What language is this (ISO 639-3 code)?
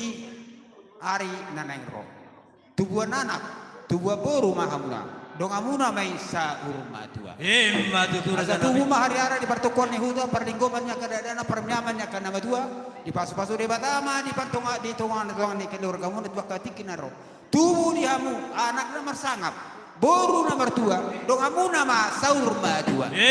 bbc